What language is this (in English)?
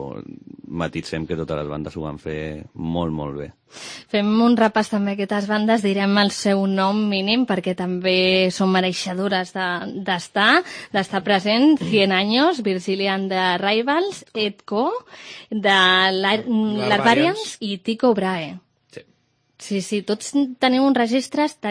Catalan